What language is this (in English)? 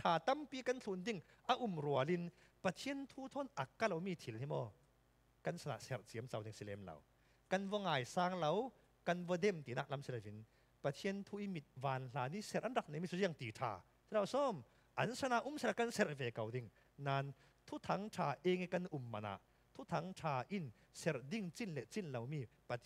Falam Chin